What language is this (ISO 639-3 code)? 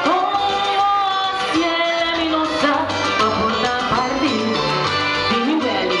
pap